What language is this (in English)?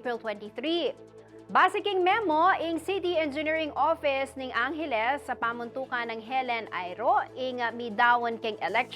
Pampanga